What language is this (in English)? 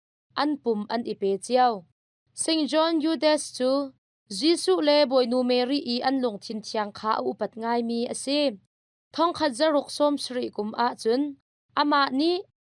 Hakha Chin